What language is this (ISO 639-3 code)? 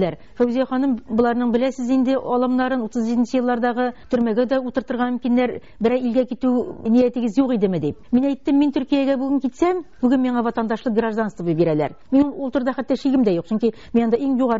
tat